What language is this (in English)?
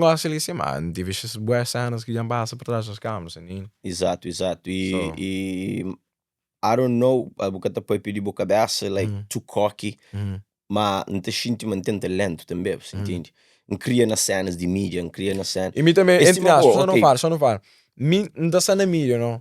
Kabuverdianu